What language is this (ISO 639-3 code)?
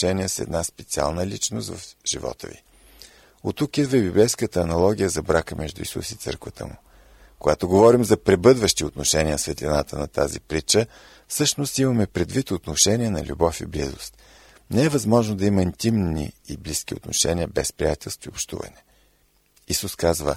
bul